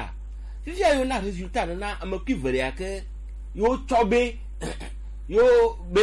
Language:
Gen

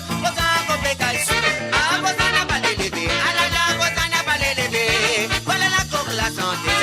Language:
Morisyen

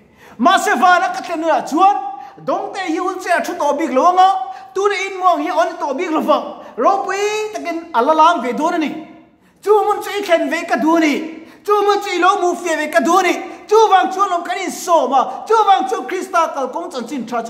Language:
Mizo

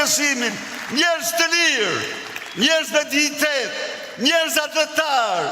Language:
Albanian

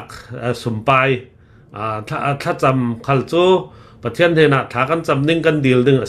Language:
Hakha Chin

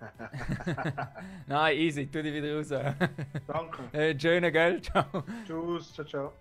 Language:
Swiss German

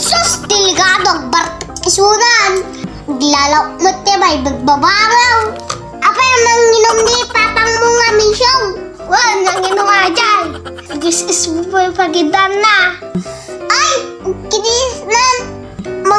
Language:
Iloko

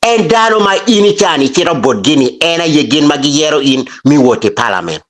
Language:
Acoli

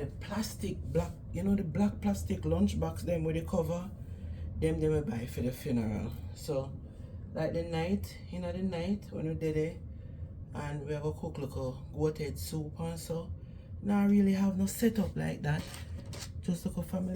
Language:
Jamaican Creole English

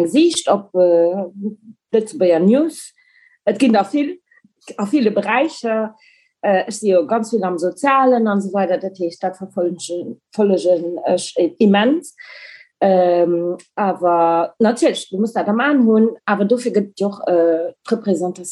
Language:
Luxembourgish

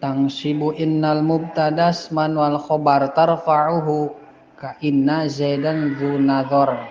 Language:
Sundanese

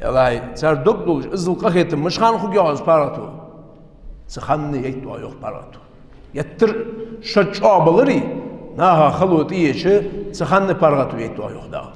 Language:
Ingush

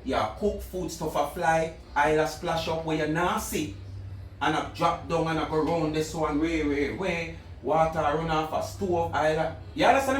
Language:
Jamaican Creole English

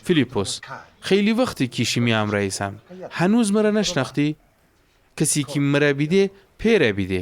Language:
Gilaki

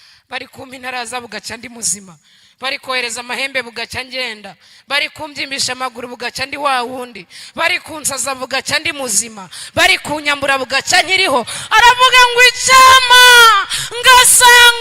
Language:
Kinyarwanda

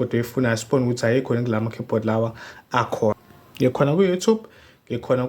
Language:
Zulu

